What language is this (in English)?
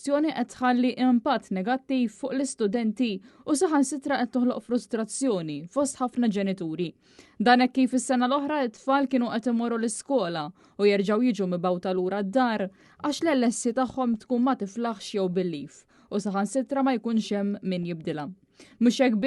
Maltese